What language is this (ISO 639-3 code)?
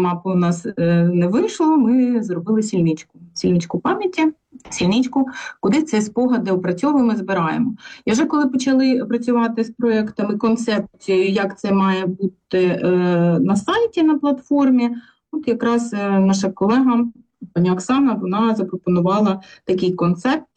ukr